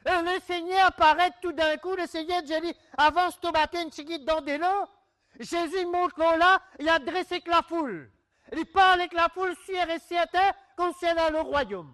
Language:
Morisyen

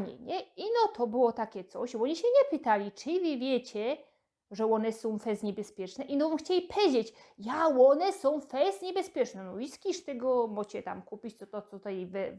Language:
Silesian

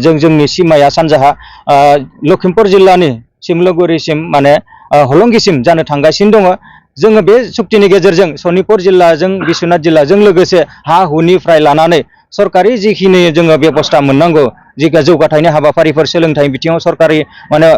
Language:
Bodo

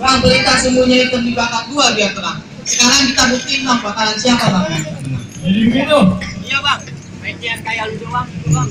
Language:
Betawi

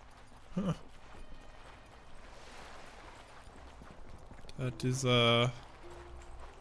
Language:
German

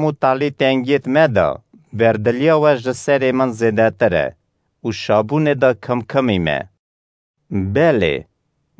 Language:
Kurdish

